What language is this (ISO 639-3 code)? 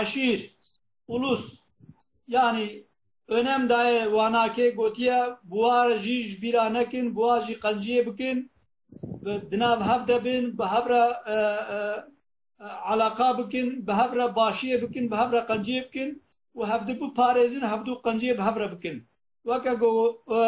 kur